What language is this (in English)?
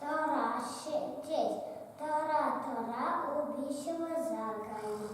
Chuvash